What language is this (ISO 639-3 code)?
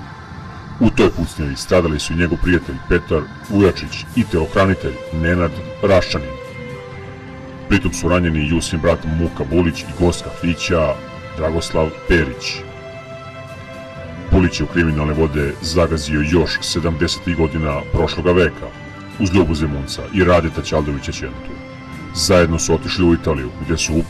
srp